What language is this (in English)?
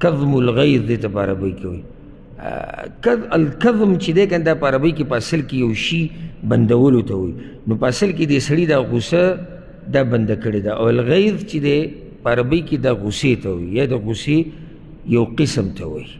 Pashto